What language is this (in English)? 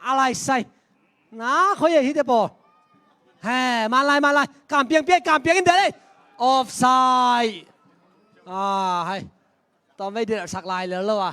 Tedim Chin